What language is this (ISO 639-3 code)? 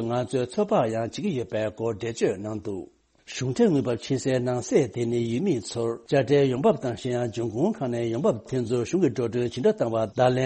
bod